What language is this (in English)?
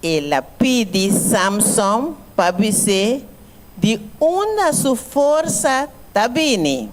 Papiamento